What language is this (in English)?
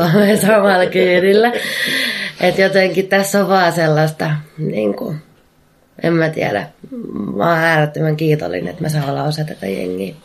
Finnish